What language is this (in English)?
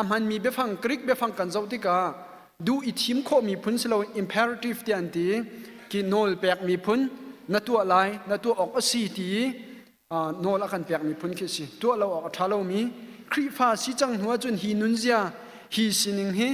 Hakha Chin